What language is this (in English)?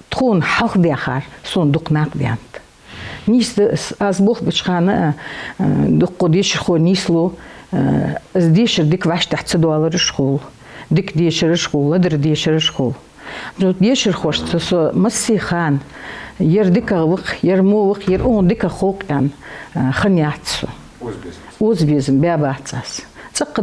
Ingush